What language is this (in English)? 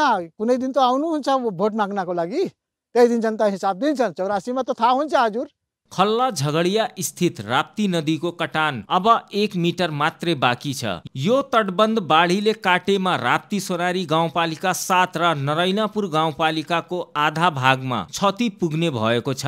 Nepali